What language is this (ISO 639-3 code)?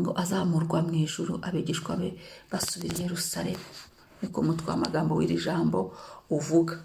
kin